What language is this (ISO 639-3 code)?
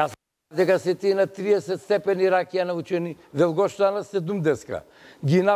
mkd